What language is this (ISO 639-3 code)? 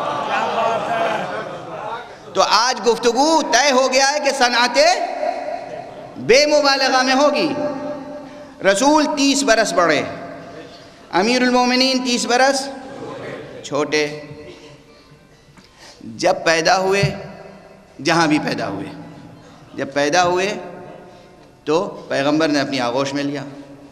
urd